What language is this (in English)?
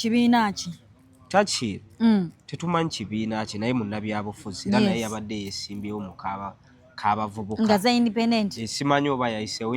Ganda